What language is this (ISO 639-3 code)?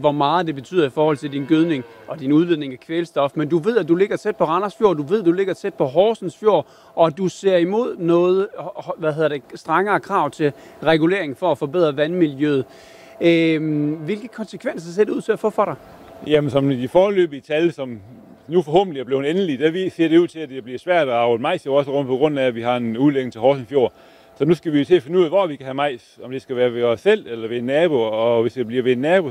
dan